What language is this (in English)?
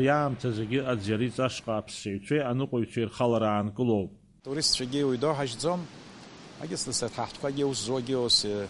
Abkhazian